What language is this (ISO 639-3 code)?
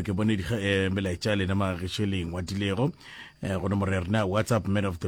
nso